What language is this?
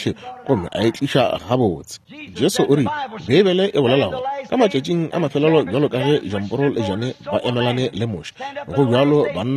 Northern Sotho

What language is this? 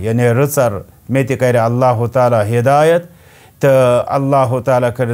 Kashmiri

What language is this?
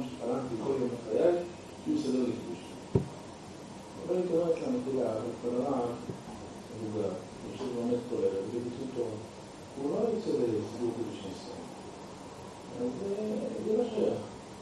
Hebrew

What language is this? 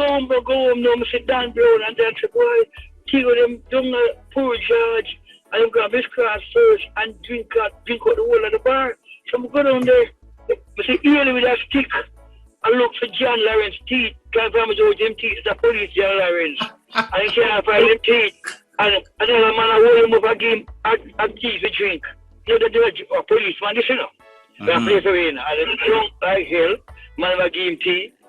Jamaican Creole English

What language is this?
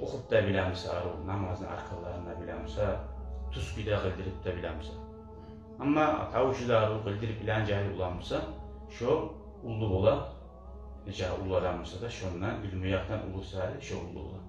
Kumyk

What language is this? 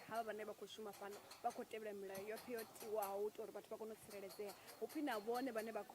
Venda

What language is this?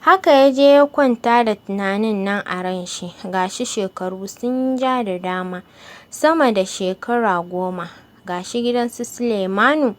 Hausa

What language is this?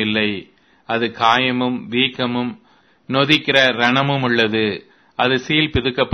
Tamil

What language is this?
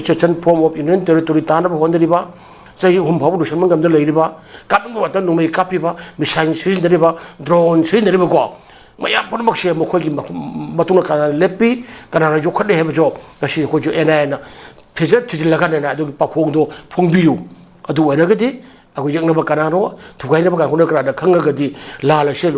Manipuri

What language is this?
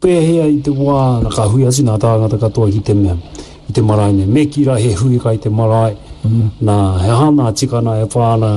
Māori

